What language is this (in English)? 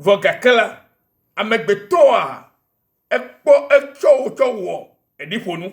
Ewe